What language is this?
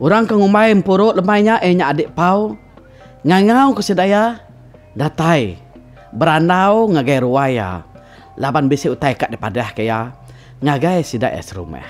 Iban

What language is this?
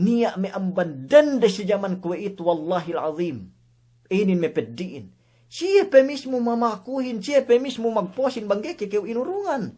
Yakan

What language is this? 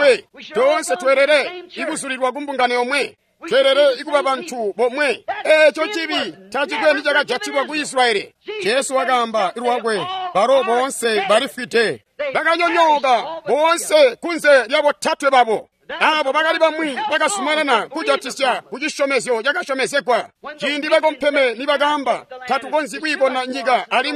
Tonga (Zambia)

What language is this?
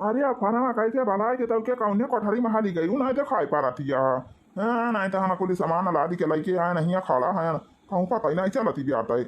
Awadhi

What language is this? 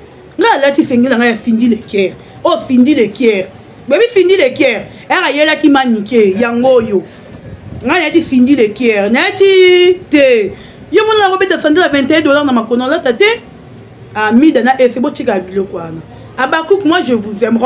Lingala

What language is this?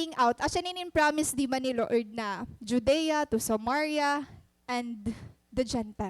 Waray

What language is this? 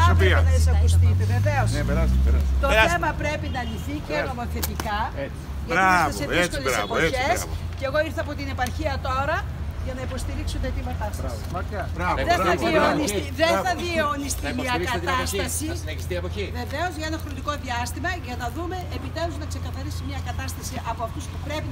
Greek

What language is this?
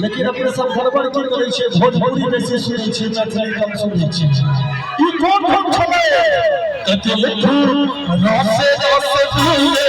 Maithili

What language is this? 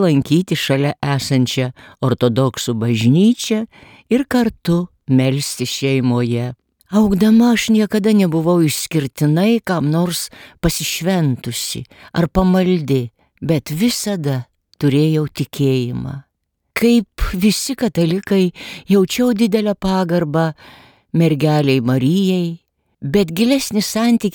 Lithuanian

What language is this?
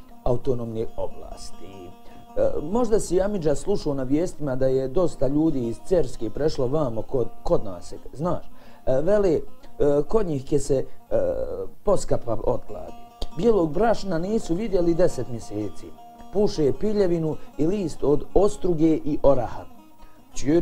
Bosnian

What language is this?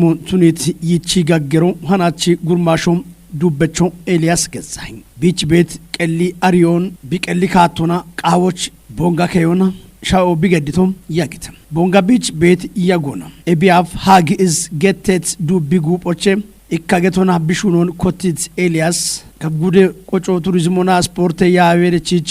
Kafa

